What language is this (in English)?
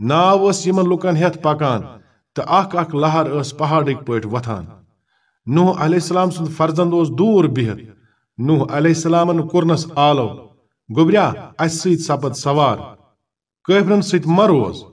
Kashmiri